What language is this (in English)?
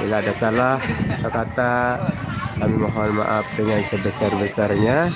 Sasak